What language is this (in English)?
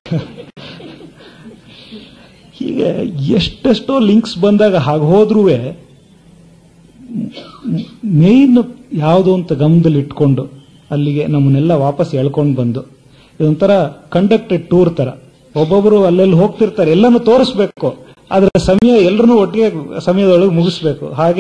Kannada